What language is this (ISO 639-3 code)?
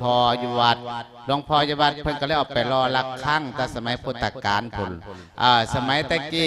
lao